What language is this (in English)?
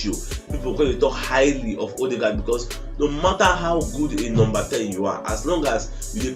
Nigerian Pidgin